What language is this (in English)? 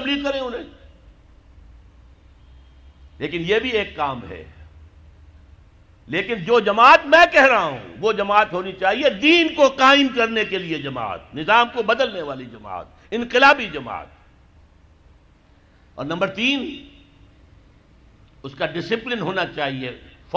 Urdu